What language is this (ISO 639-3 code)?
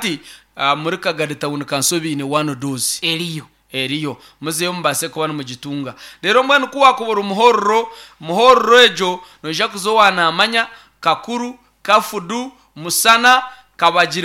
nyn